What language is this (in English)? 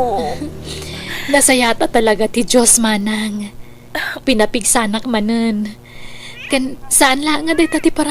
Iloko